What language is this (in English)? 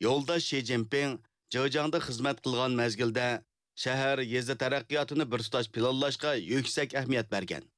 Uyghur